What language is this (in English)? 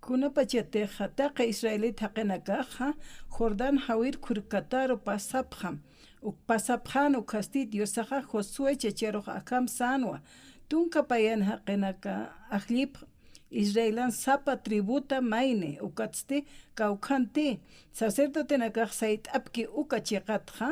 Aymara